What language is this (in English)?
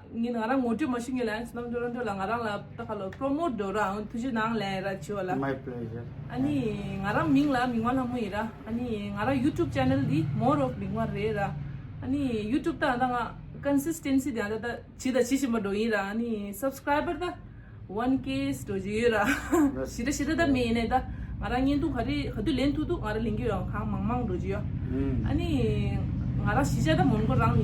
Tibetan